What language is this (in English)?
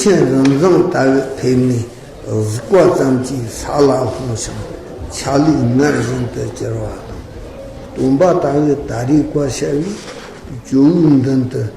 Tibetan